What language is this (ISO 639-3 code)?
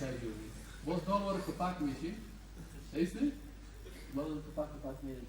fas